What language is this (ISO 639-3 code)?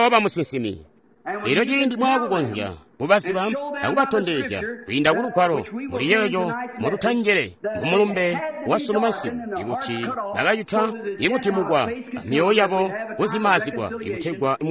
toi